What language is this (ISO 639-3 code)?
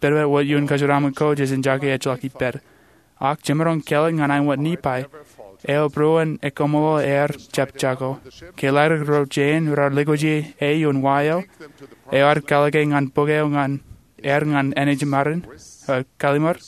mah